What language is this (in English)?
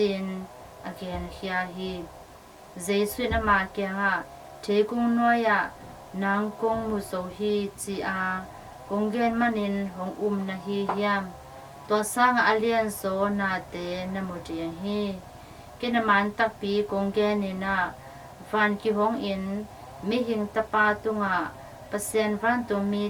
Tedim Chin